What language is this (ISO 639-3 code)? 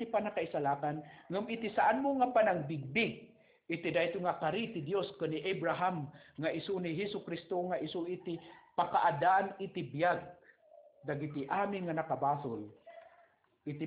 ilo